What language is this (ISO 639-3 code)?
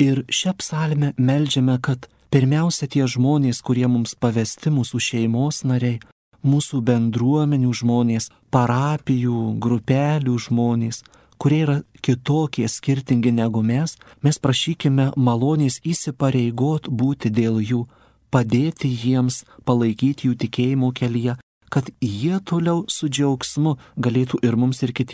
lit